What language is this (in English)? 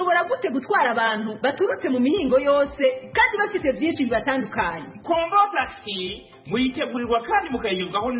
Kinyarwanda